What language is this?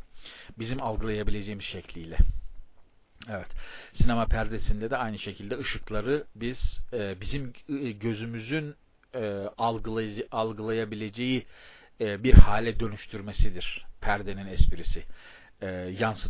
Turkish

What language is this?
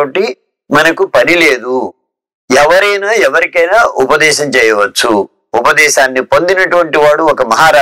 Telugu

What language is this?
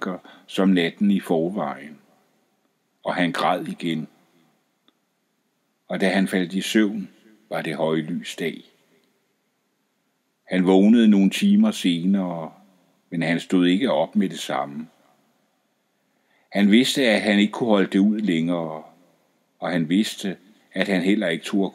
Danish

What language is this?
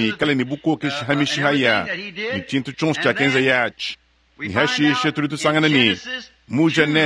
Luba-Lulua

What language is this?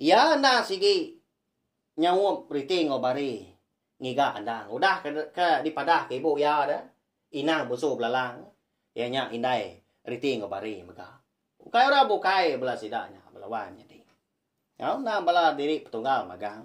Iban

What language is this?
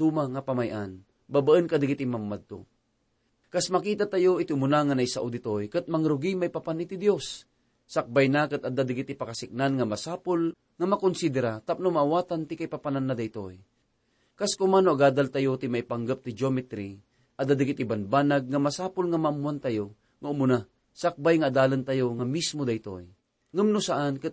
Iloko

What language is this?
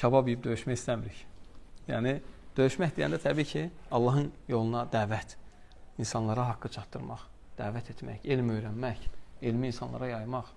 Azerbaijani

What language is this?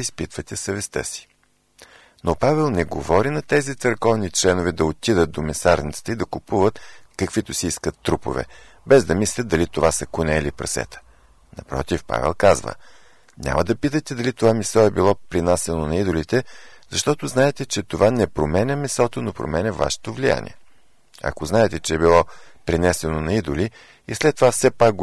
Bulgarian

